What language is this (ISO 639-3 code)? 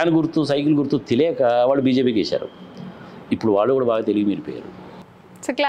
tel